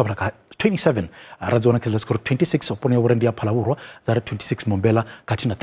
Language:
Venda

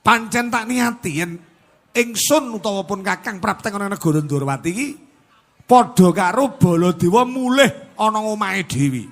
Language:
Javanese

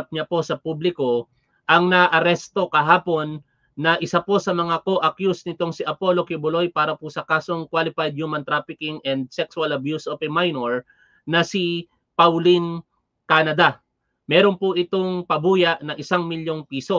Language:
Filipino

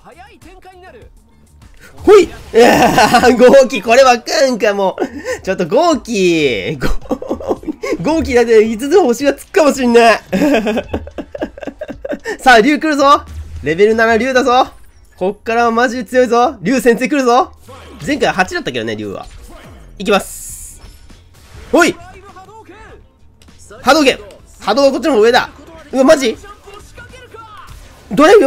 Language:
Japanese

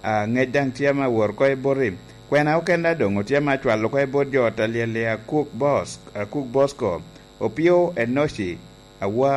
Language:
Lango (Uganda)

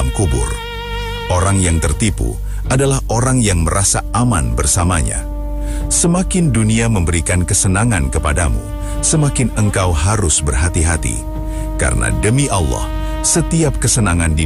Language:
Indonesian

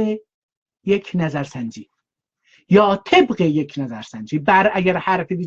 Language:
South Azerbaijani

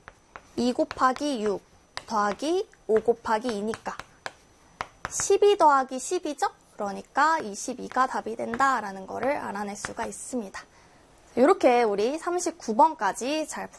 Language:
Korean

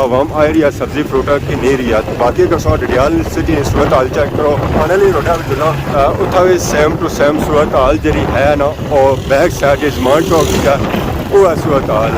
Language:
Pahari-Potwari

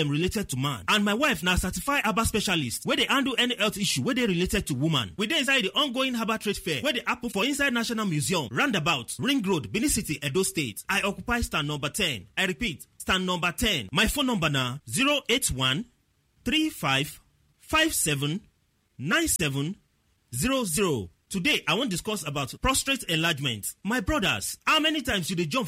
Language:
Nigerian Pidgin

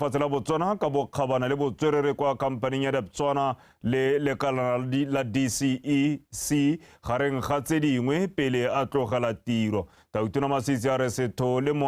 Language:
Tswana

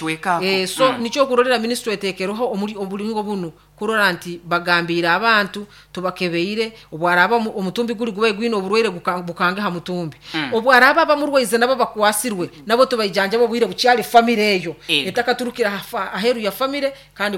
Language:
Nyoro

